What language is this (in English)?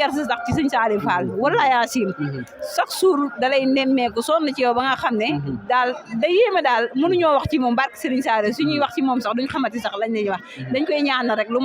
Wolof